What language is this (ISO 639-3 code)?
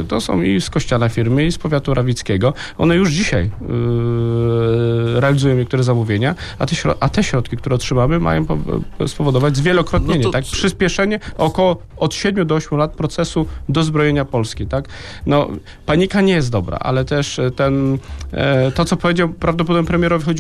pol